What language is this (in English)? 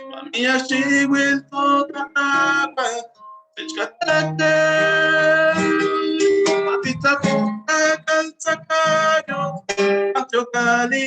Eastern Huasteca Nahuatl